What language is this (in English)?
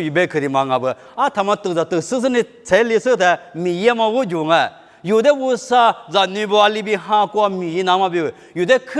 Lisu